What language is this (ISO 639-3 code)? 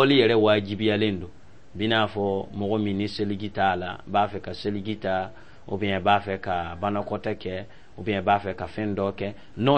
dyu